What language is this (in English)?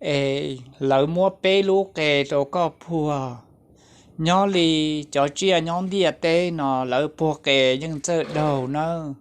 Hmong